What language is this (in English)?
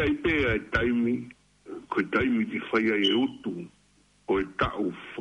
Tongan